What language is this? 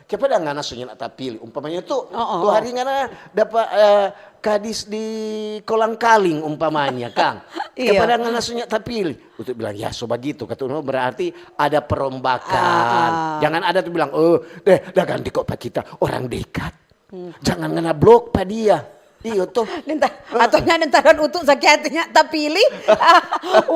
Manado Malay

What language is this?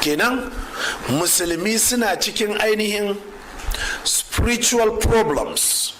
Hausa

